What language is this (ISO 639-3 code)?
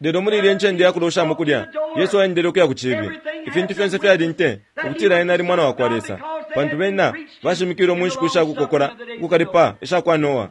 bem